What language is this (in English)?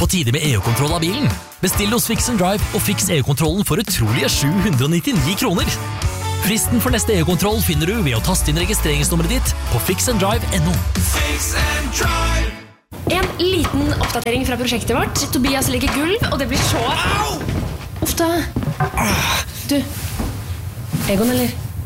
Norwegian